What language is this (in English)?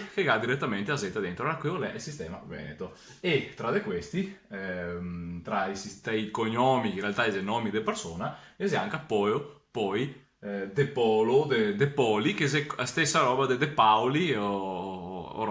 Venetian